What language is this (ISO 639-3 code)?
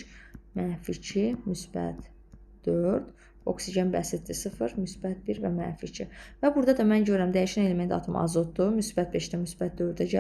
aze